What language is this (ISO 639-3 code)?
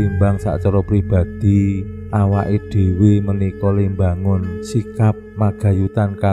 jav